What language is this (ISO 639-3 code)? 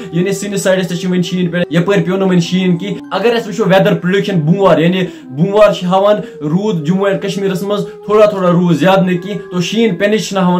kas